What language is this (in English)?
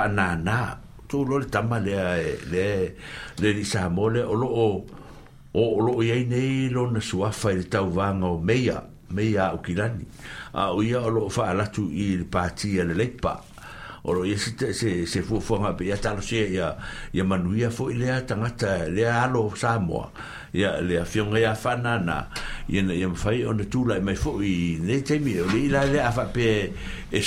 Samoan